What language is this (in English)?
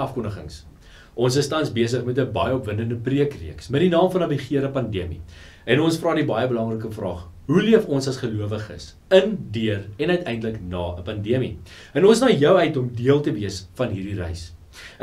Afrikaans